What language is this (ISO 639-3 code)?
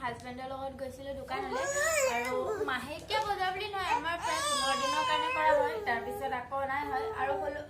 asm